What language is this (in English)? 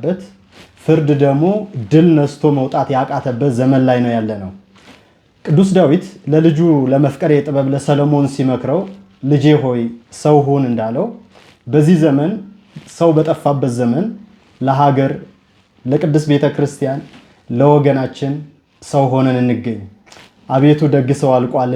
Amharic